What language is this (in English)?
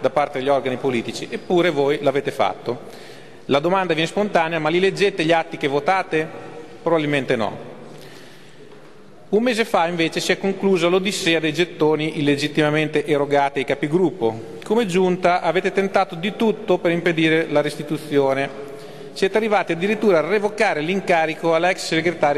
Italian